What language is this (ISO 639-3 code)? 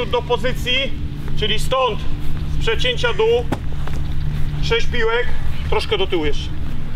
pol